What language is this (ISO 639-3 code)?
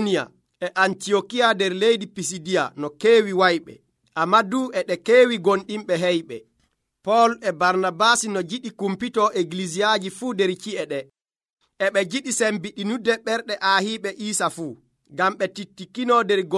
fuv